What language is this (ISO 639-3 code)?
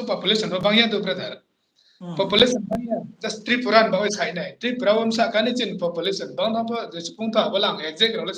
ria